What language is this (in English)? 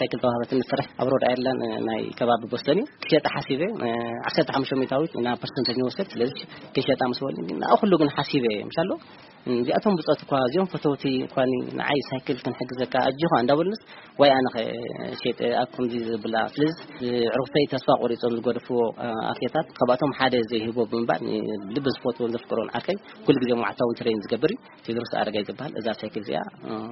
Tigrinya